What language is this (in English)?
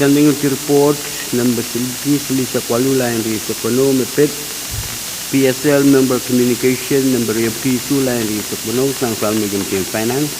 Pohnpeian